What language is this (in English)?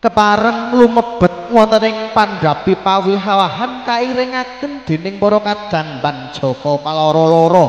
Javanese